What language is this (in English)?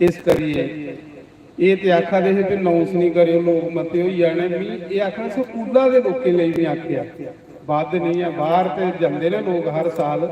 Dogri